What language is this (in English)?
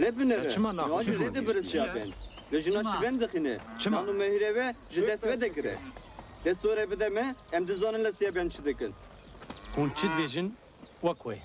Kurdish